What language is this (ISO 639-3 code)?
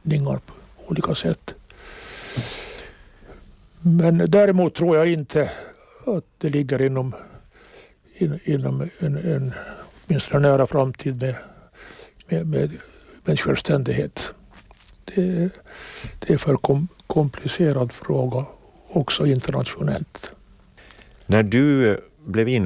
swe